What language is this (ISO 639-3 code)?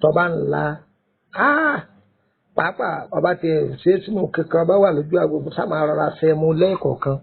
yor